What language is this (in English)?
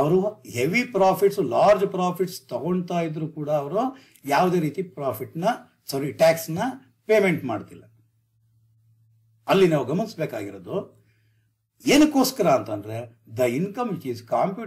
Kannada